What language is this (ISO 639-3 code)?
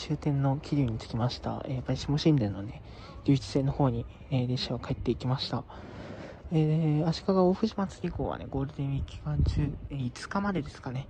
jpn